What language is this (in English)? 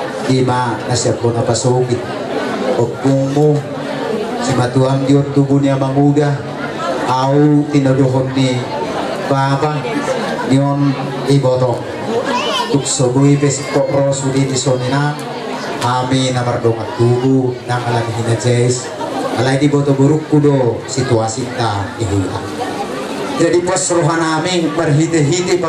Batak Toba